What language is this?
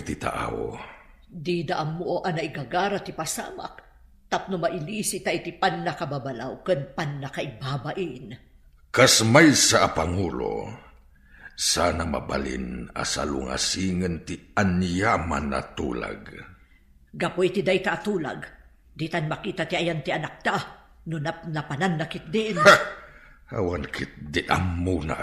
Iloko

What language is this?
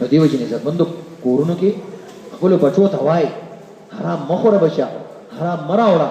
Pashto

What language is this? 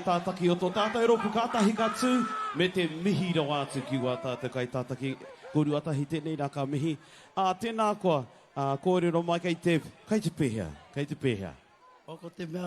Māori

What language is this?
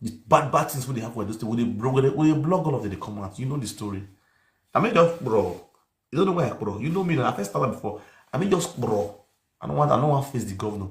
Nigerian Pidgin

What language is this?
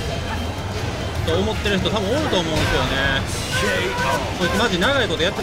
Japanese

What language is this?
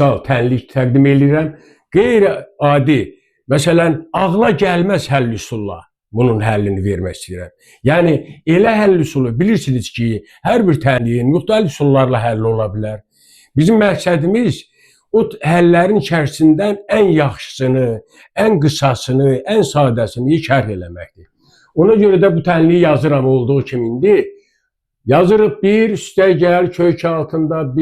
Azerbaijani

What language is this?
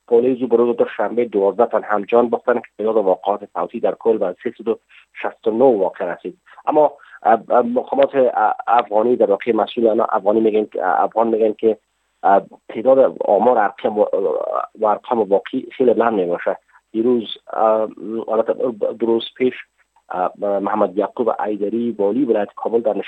Persian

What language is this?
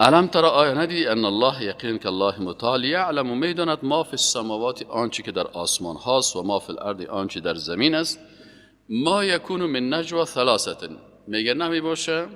Persian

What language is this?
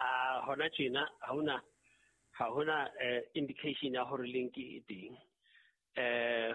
Southern Sotho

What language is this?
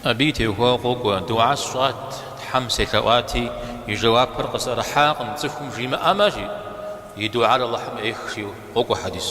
Kabardian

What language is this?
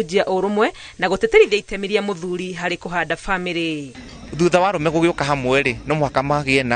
Kikuyu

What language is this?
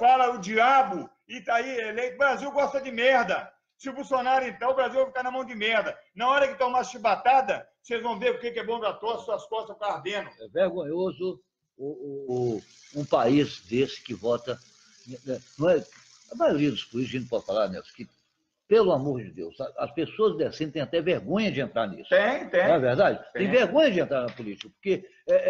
Portuguese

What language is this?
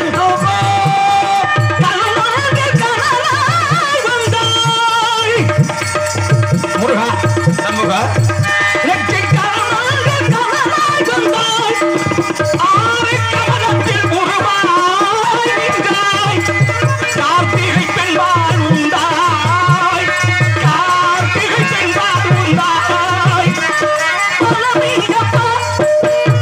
Tamil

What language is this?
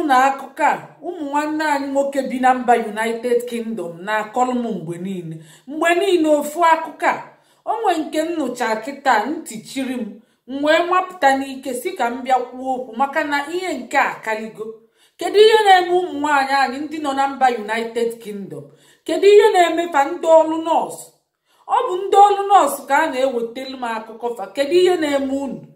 Igbo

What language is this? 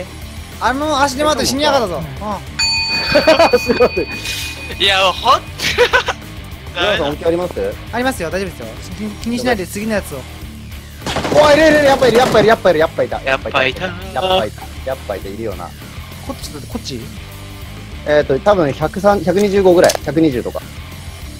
Japanese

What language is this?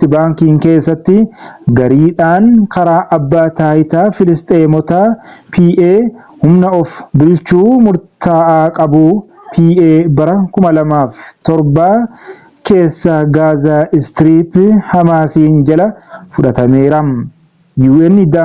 Oromo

